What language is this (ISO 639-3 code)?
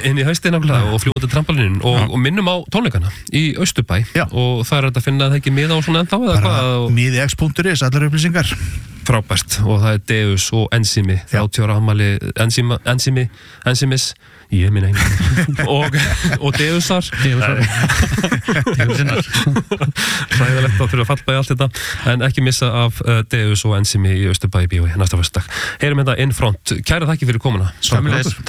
isl